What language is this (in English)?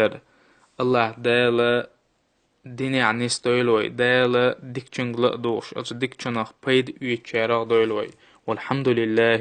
Chechen